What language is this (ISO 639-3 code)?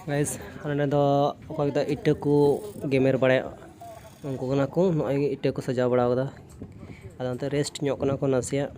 sat